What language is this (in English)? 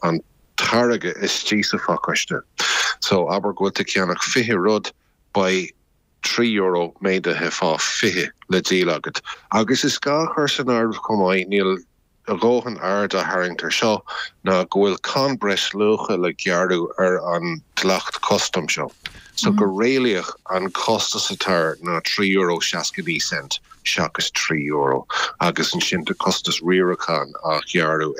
Irish